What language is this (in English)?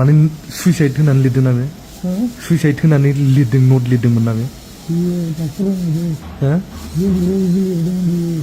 Bodo